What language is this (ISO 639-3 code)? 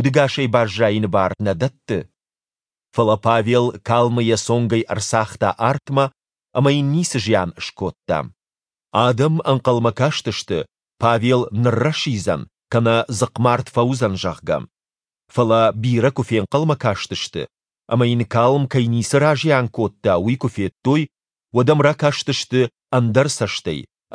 oss